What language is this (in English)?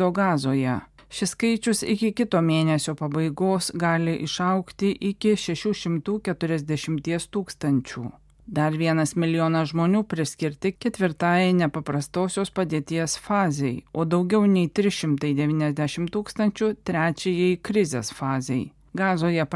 Lithuanian